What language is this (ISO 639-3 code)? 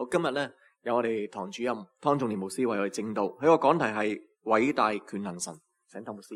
yue